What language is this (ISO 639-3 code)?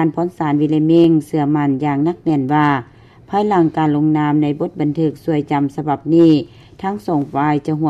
lao